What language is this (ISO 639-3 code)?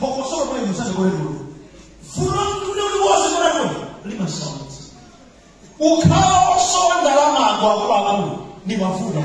nya